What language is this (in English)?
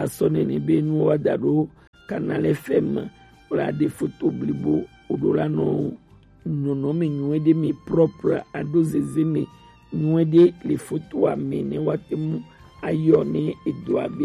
Gen